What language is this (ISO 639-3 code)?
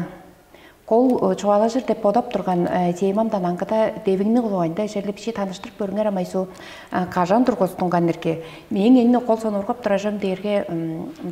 tyv